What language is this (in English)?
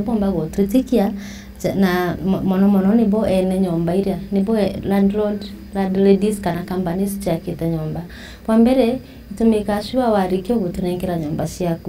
Meru